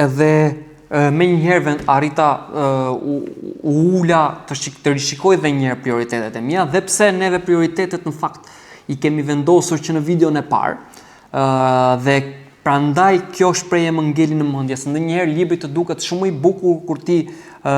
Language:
Albanian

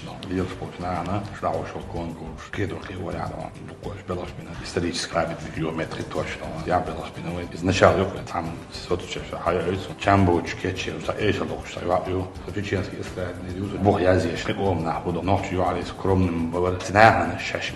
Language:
Chechen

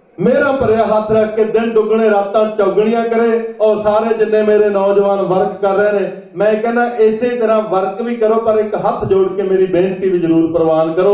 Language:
Punjabi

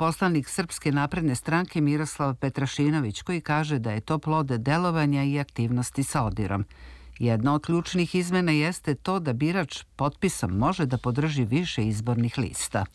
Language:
Serbian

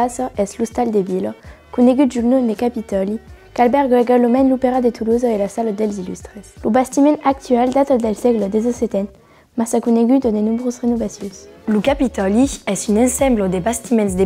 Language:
Occitan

